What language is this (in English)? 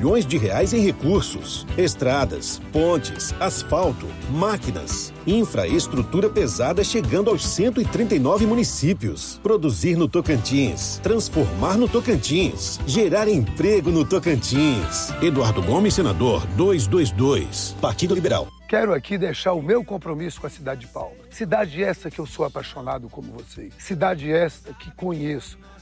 Portuguese